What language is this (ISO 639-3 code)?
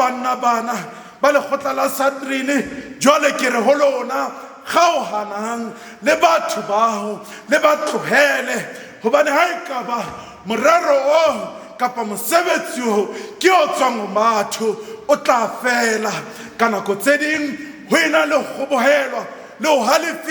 sot